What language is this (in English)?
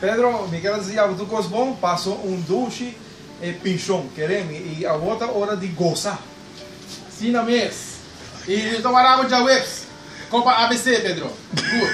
Papiamento